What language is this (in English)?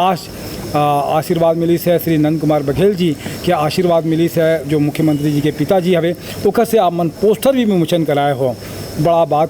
Chhattisgarhi